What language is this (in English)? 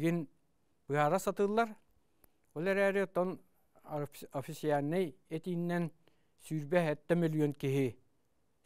Yakut